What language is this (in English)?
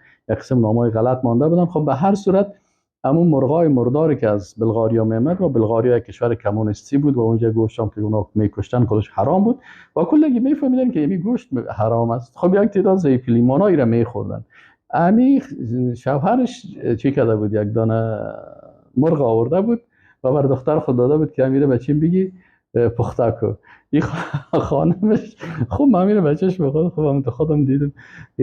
Persian